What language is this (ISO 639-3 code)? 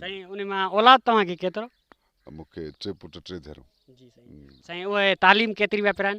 snd